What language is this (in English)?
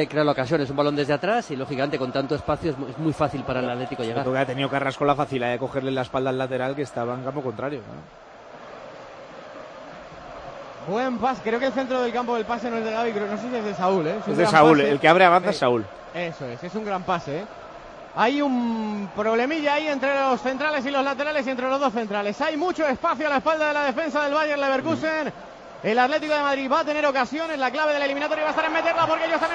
Spanish